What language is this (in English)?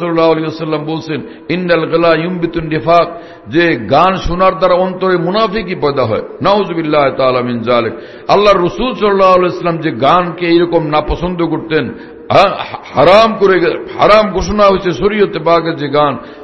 Bangla